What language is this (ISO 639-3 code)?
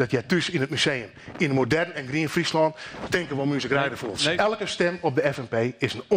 fry